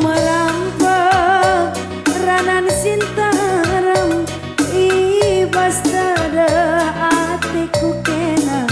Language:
Batak Karo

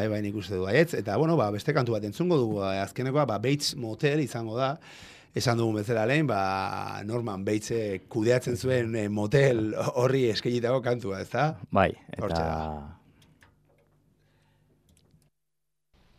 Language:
Basque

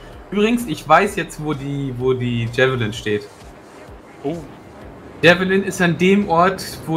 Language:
German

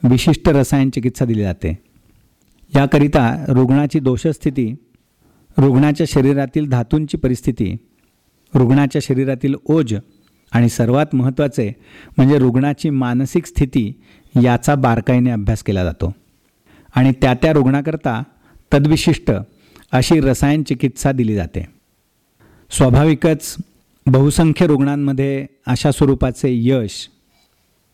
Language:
Marathi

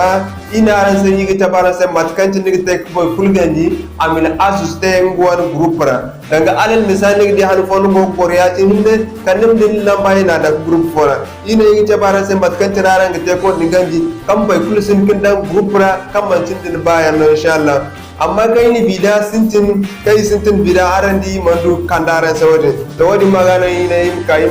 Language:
Zarma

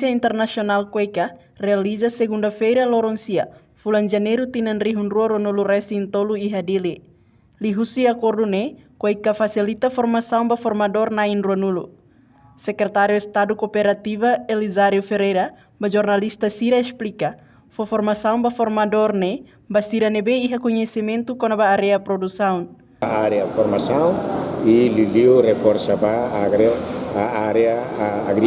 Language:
Tetum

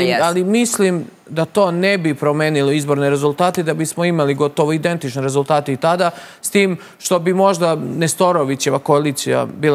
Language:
Serbian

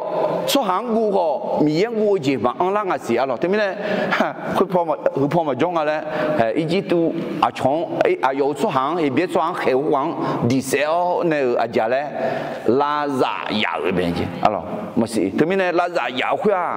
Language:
Akha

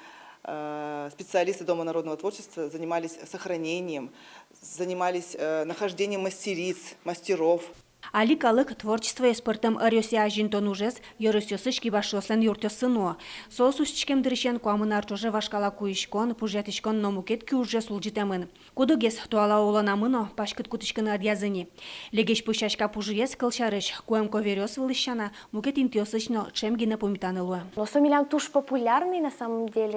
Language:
Udmurt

